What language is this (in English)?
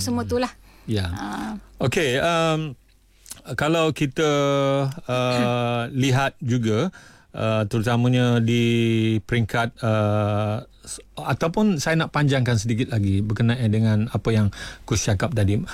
Malay